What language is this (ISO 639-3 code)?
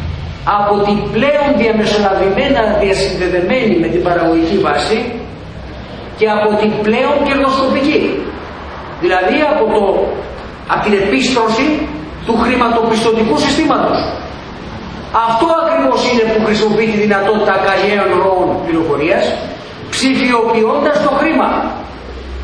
ell